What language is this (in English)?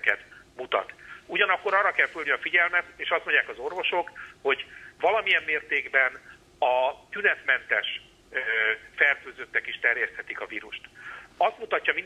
Hungarian